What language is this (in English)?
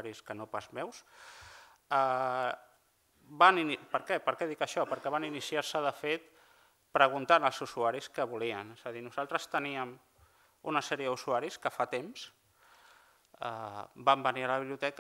Catalan